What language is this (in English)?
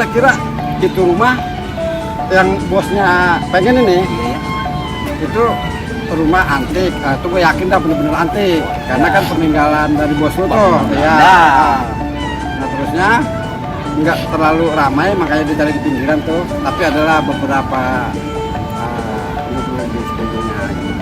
Betawi